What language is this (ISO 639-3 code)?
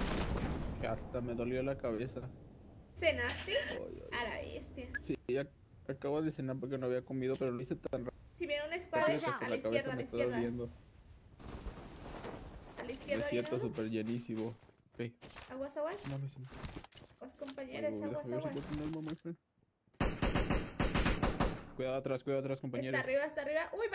spa